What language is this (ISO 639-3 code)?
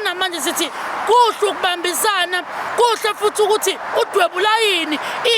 zul